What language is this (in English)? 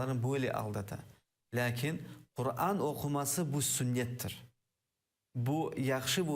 Crimean Tatar